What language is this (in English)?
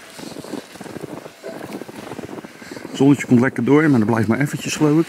Dutch